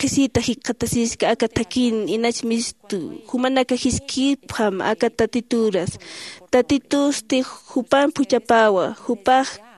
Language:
Aymara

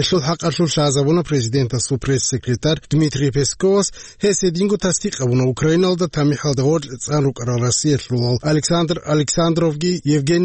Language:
Avaric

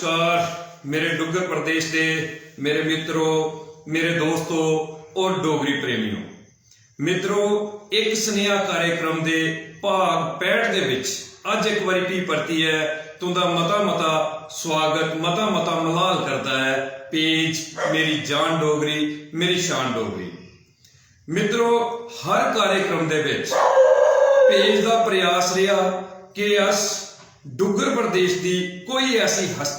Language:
Dogri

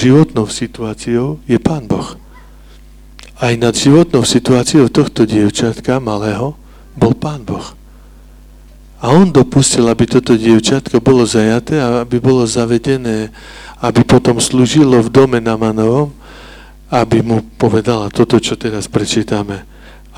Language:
Slovak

